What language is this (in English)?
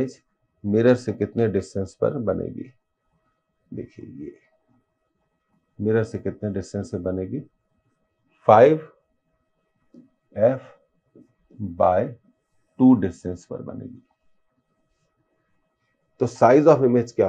Hindi